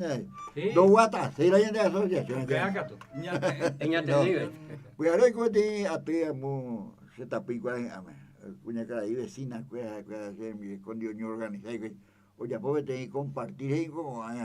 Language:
Guarani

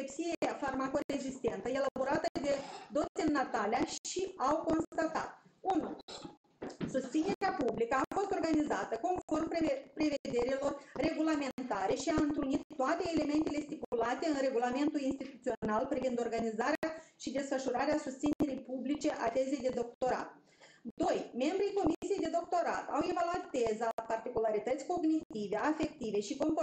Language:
Romanian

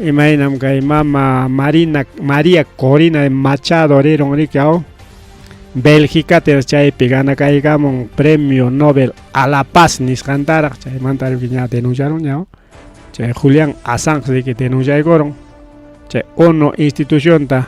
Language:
Ayacucho Quechua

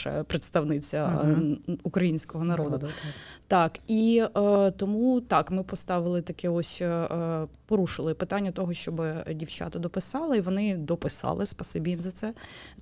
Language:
Ukrainian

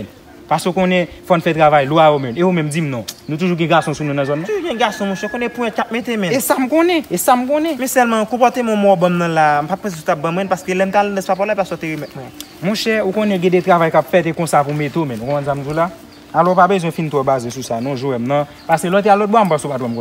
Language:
Haitian Creole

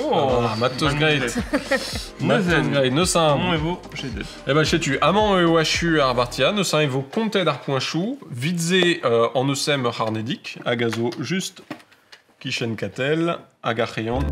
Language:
Breton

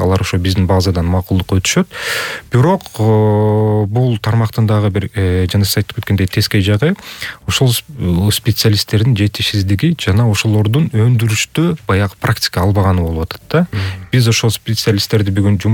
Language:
Kyrgyz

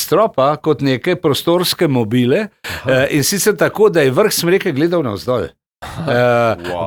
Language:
Slovenian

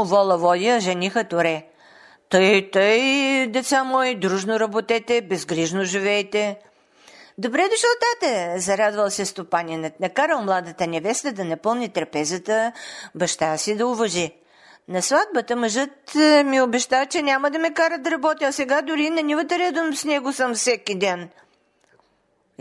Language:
Bulgarian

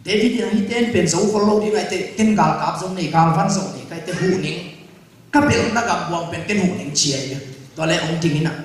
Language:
Tedim Chin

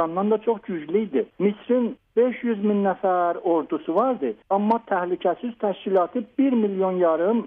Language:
South Azerbaijani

